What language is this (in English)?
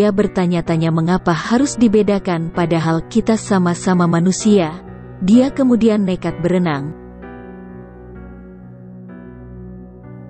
Indonesian